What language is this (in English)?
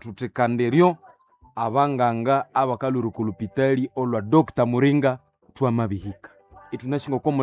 Nande